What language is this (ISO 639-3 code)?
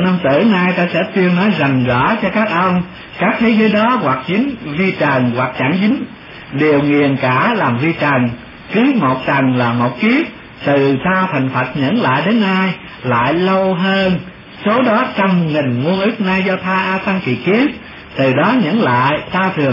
vie